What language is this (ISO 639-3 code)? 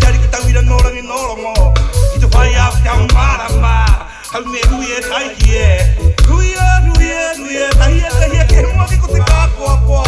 mri